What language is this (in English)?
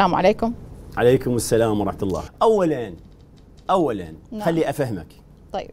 Mesopotamian Arabic